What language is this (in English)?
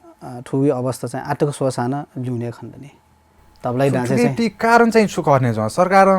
Newari